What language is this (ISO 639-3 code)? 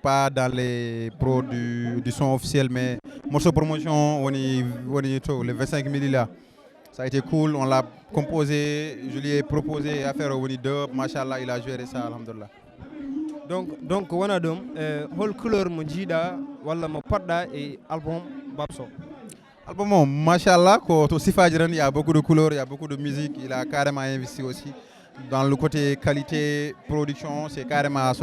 ful